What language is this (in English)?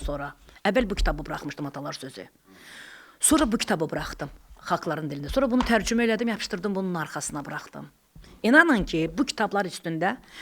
Azerbaijani